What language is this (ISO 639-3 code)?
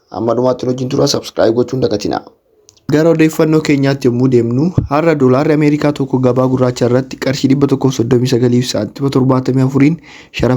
orm